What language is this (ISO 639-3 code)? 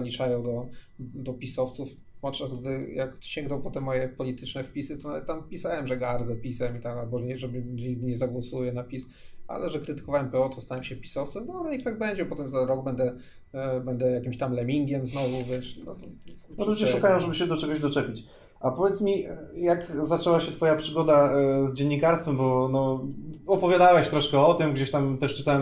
pol